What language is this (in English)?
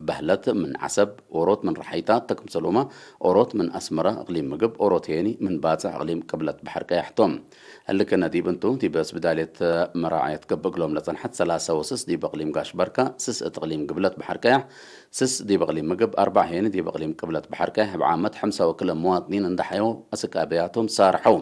Tigre